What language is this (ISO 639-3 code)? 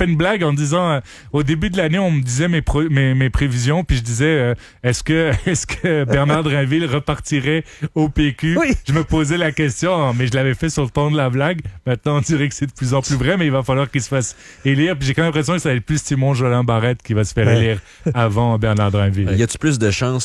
fra